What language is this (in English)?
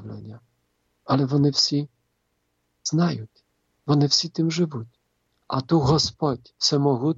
Ukrainian